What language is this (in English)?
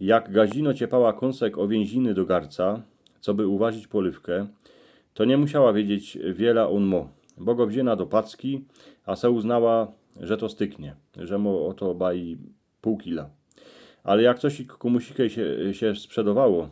Silesian